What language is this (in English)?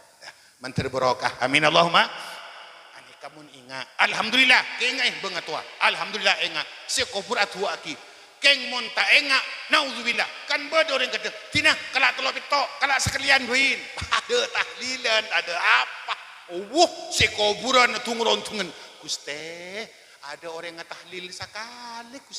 Madurese